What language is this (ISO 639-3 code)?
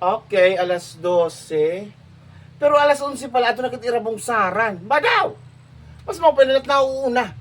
war